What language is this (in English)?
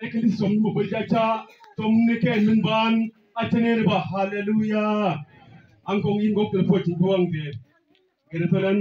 Mabaan